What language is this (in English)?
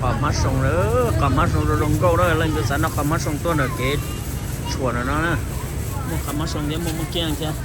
Hmong